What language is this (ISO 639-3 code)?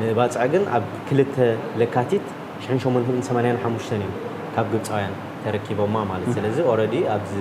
tir